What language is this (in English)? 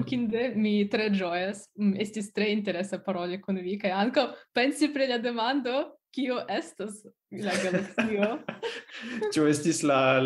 Esperanto